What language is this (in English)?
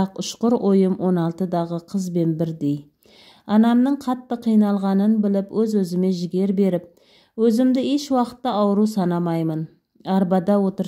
Kazakh